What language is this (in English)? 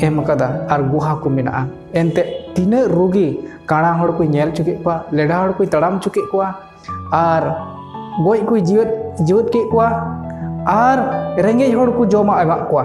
Santali